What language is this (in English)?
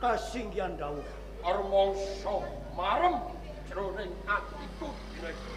Javanese